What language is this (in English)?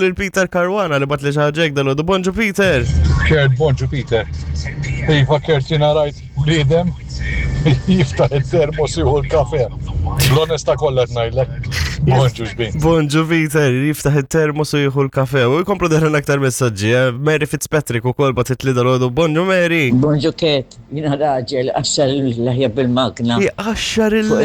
Maltese